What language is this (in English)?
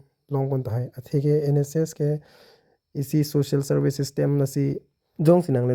Karbi